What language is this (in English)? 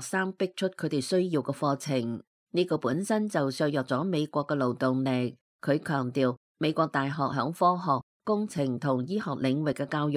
Cantonese